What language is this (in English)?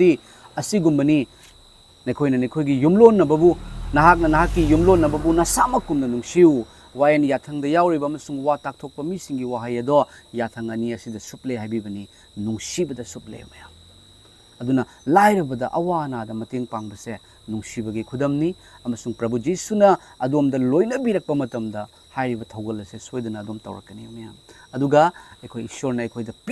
Manipuri